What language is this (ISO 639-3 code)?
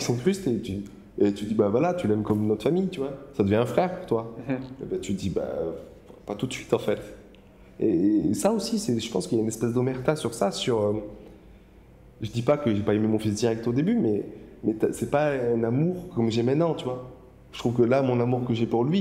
fra